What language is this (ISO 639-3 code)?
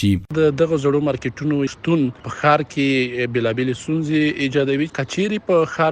pus